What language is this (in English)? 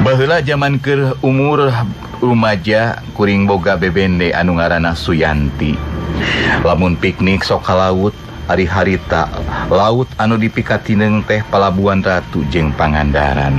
Sundanese